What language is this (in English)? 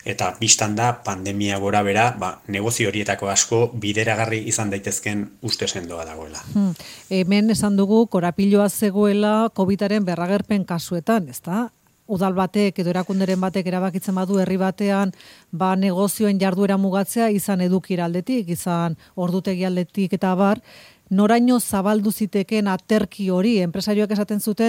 Basque